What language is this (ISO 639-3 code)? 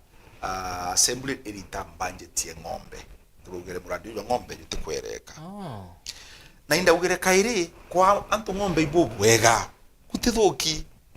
mer